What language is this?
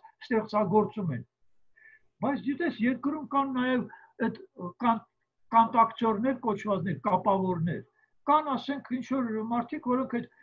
Armenian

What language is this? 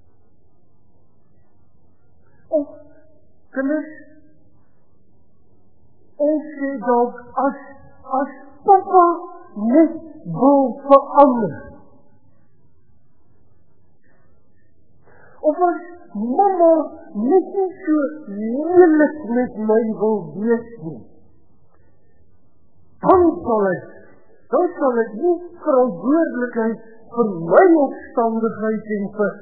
Afrikaans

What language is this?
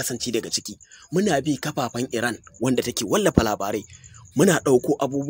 Hausa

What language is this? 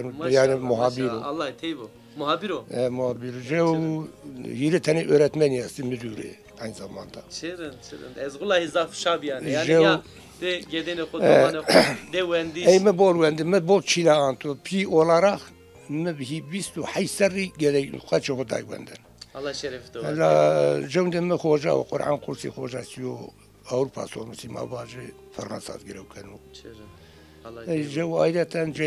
Zaza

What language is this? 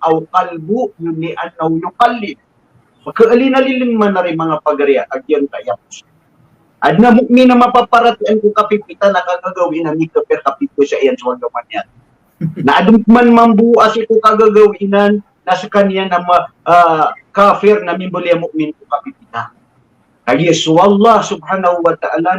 Maranao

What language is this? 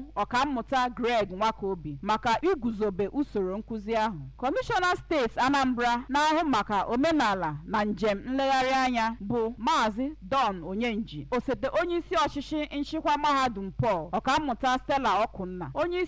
Igbo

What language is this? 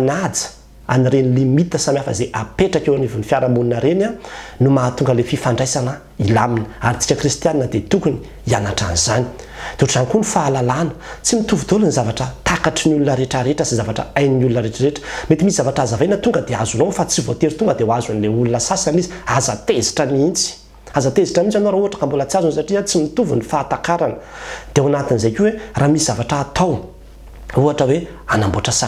Malagasy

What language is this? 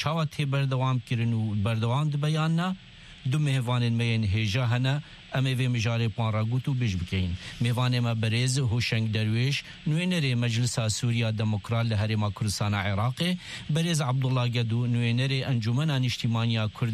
Kurdish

